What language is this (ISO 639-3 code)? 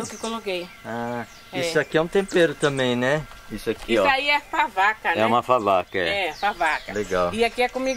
por